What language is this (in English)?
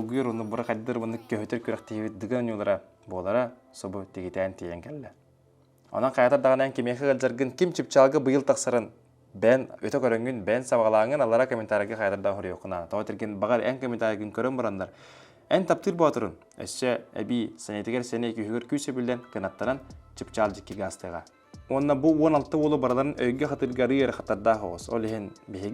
Yakut